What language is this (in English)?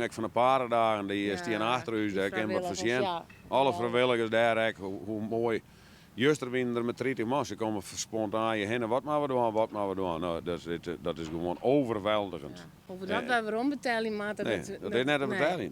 Western Frisian